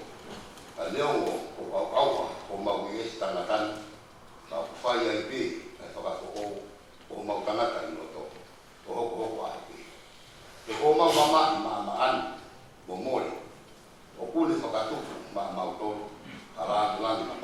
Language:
Tongan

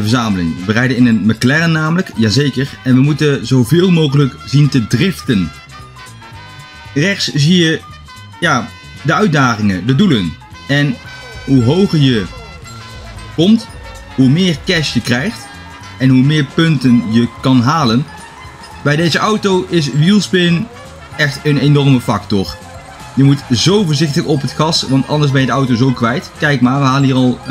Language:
Dutch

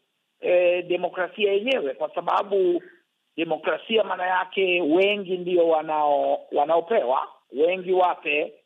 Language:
Swahili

